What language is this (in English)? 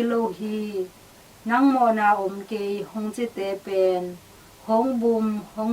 Tedim Chin